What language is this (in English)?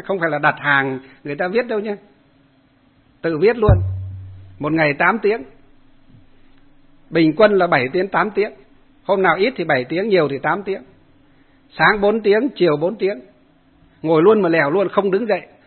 Vietnamese